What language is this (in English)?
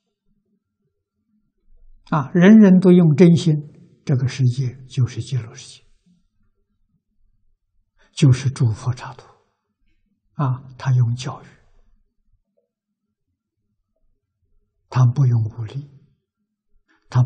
Chinese